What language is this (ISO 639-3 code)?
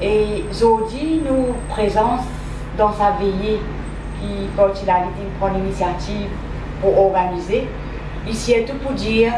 mfe